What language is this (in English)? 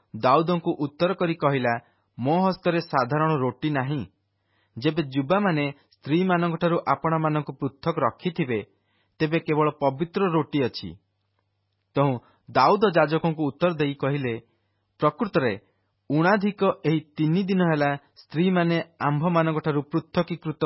Odia